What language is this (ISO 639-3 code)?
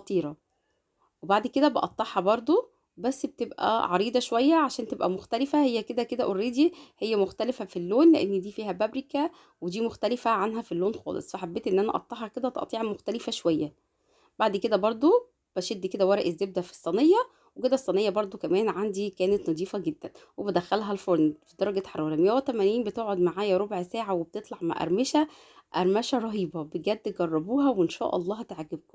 arz